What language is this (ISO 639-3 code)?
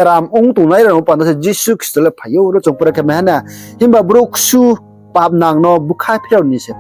ria